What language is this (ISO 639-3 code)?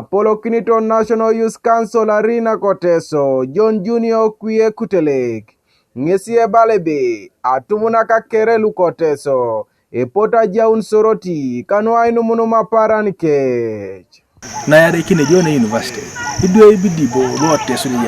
teo